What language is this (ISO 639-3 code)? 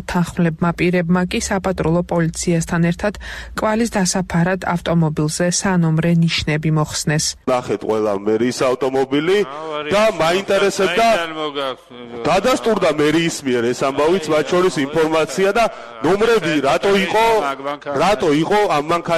kat